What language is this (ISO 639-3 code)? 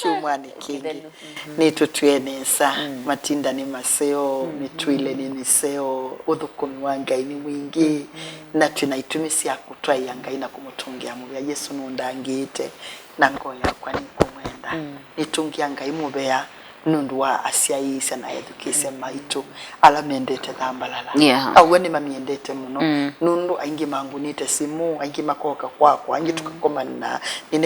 kam